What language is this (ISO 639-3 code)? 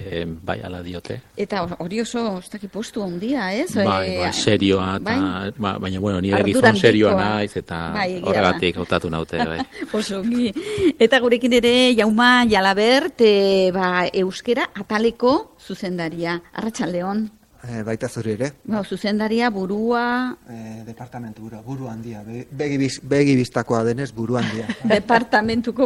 eus